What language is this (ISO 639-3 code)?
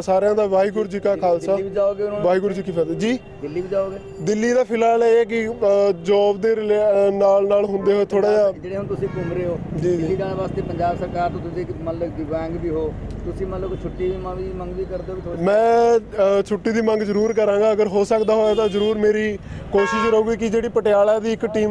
pan